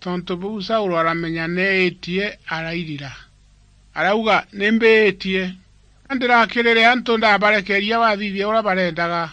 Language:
Meru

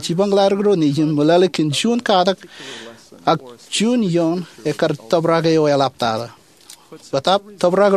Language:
Marshallese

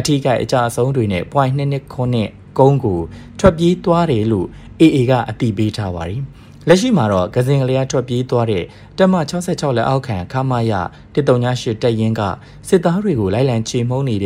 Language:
Burmese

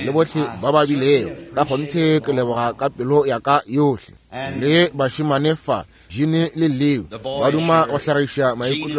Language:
Northern Sotho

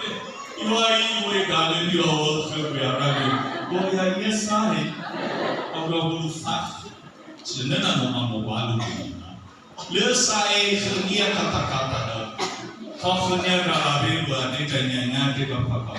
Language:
Nias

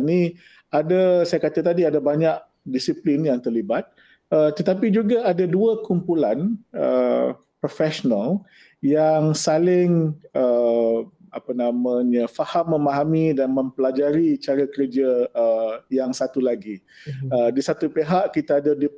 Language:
Malay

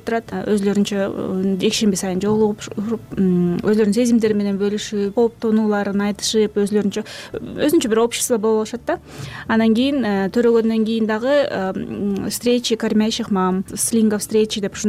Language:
Kyrgyz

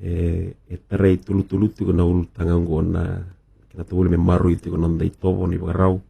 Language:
Fijian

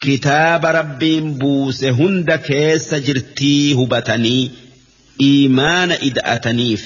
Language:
Oromo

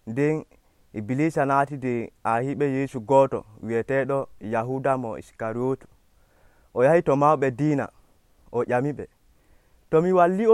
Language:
Nigerian Fulfulde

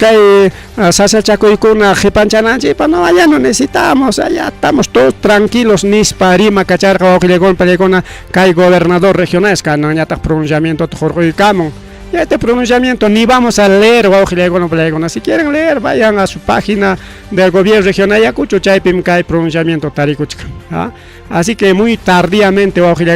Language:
Ayacucho Quechua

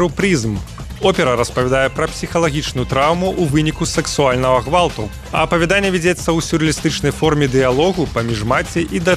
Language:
Belarusian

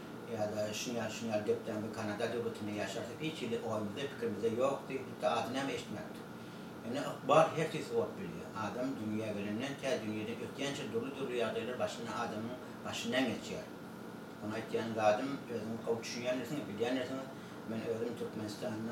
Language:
Turkmen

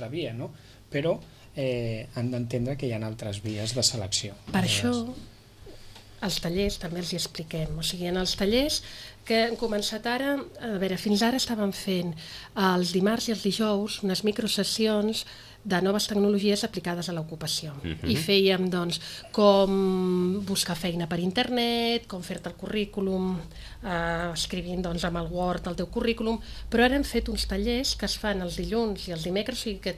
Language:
Catalan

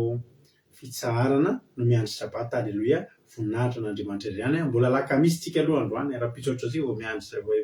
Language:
Malagasy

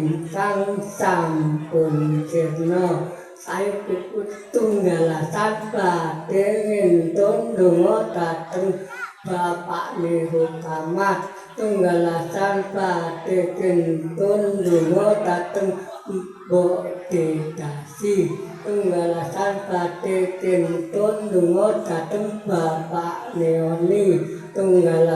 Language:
Javanese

